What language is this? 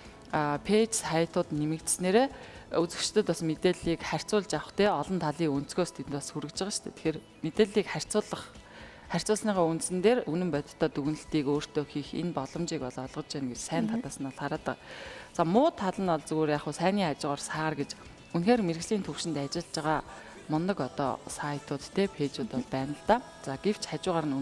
Mongolian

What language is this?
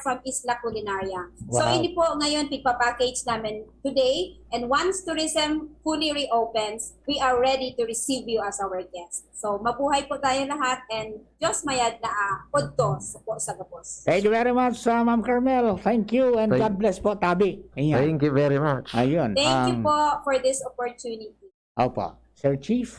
Bikol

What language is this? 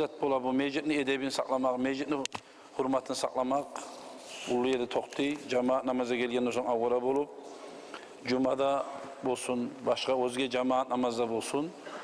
Kumyk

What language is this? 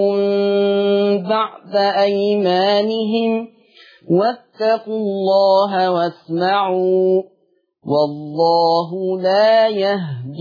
Arabic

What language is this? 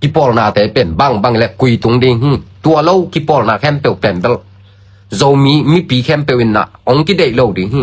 Tedim Chin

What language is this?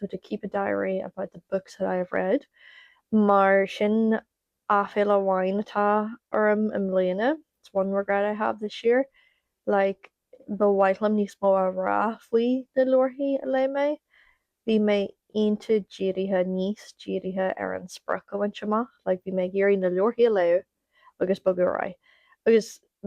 Irish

